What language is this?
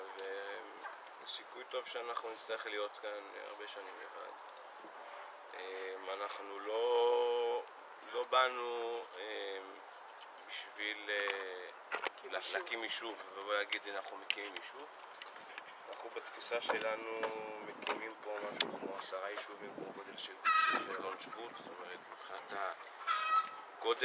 Hebrew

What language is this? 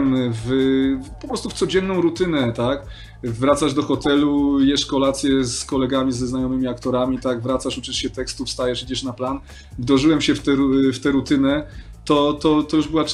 Polish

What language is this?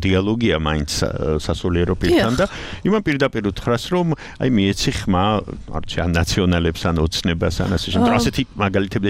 Georgian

